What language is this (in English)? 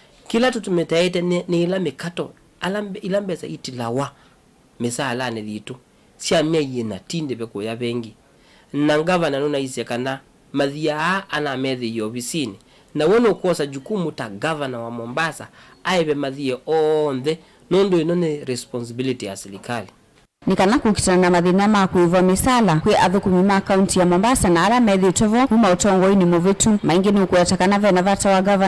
Kamba